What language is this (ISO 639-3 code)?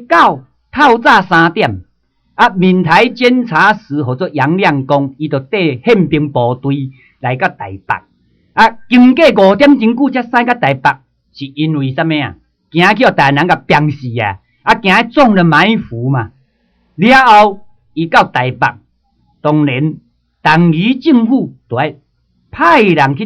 nan